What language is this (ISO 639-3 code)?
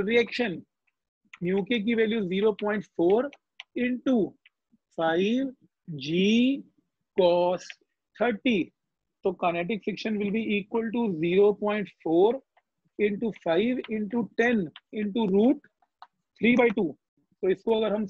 hin